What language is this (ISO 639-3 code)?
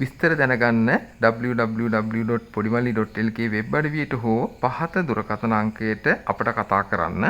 sin